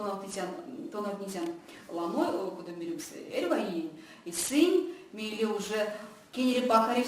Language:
Erzya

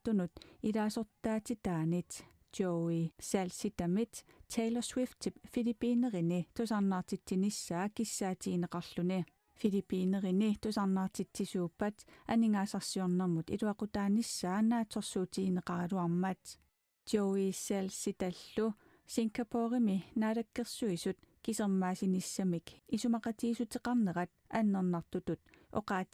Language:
Kalaallisut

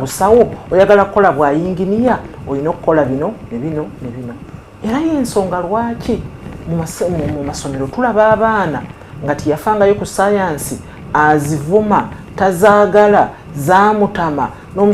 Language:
Ganda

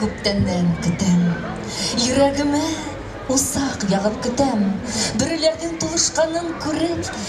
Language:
Bashkir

